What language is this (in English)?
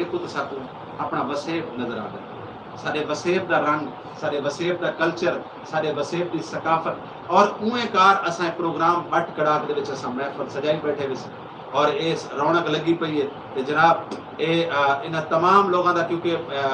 Saraiki